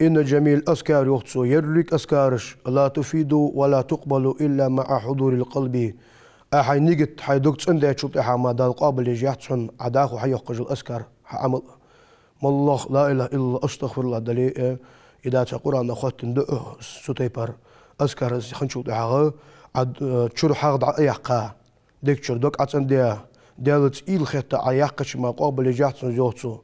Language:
Ingush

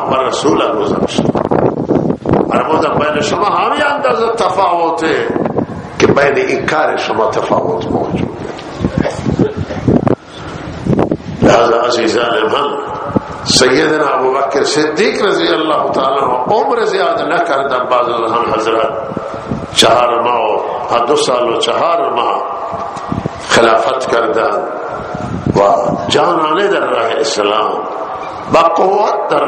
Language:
Persian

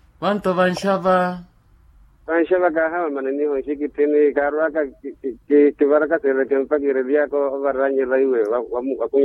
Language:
Makhuwa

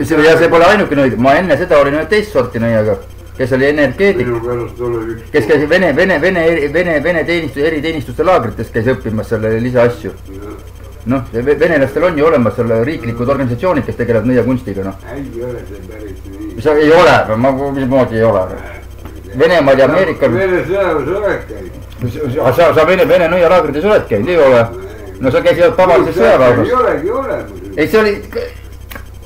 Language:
Estonian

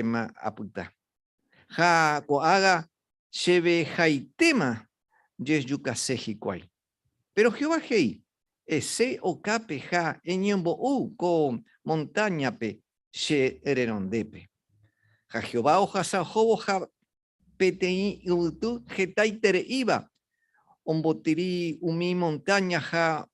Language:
Guarani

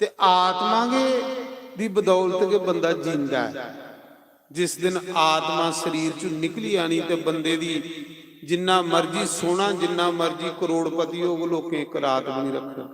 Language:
Dogri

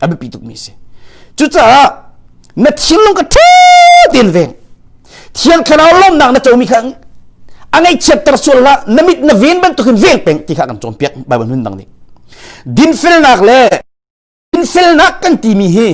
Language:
Hakha Chin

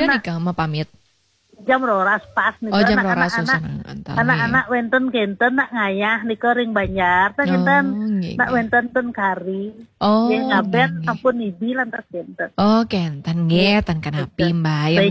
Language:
Balinese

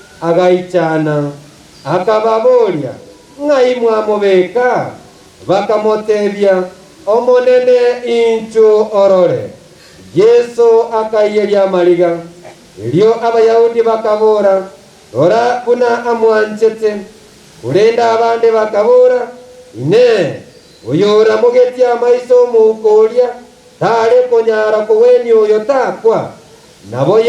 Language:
Gusii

